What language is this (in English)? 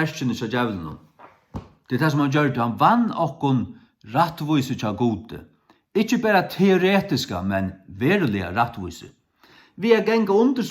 Faroese